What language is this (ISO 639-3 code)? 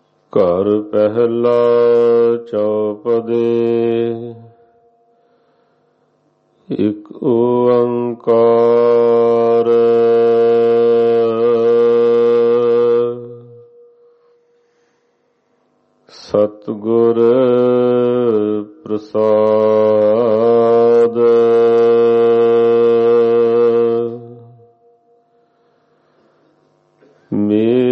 pan